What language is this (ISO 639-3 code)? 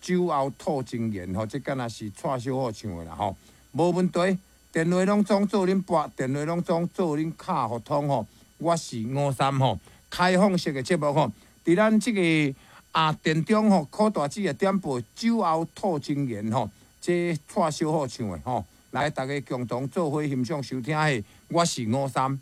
nan